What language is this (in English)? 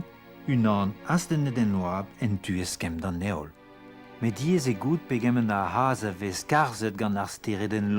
Breton